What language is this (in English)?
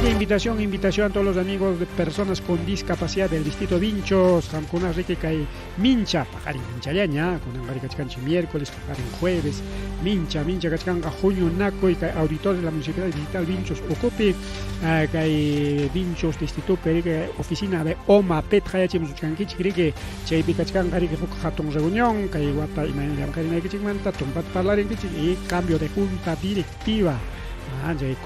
Ayacucho Quechua